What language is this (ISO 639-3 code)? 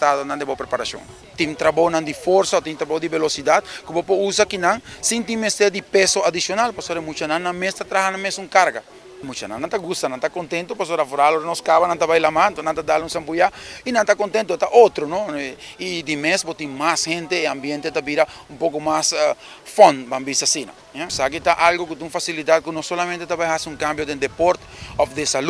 pap